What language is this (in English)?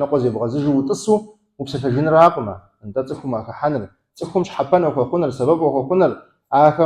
Kabardian